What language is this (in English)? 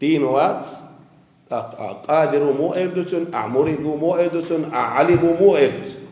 Chechen